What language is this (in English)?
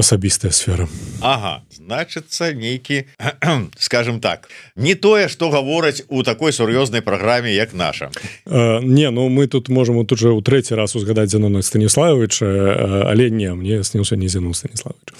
Belarusian